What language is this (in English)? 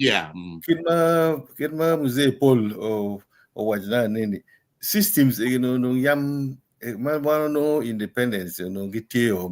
Acoli